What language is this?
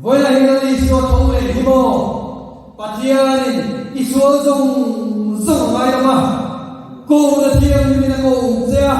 Mizo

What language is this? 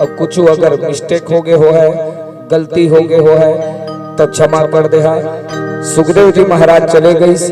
Chhattisgarhi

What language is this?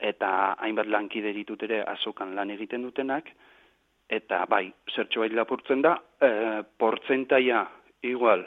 Basque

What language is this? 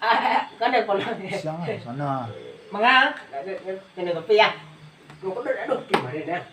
Minangkabau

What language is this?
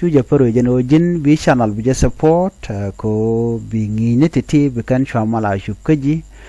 Nuer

